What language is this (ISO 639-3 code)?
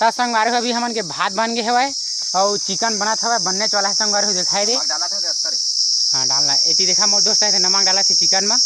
hne